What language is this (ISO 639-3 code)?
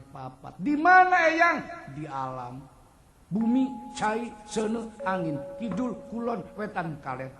sun